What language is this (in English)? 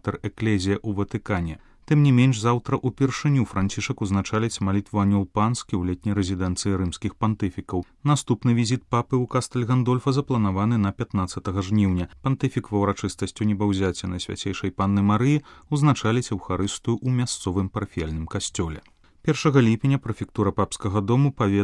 Belarusian